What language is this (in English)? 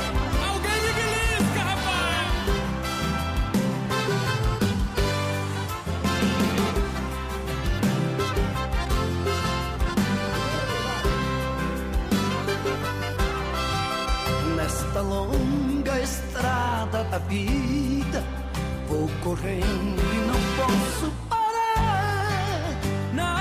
Portuguese